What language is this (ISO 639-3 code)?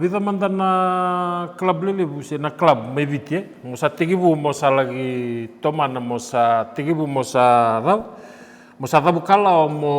fij